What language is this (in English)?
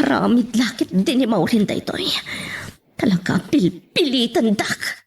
Iloko